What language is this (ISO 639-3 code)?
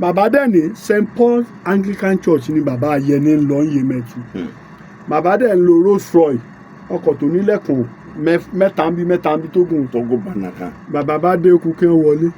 yor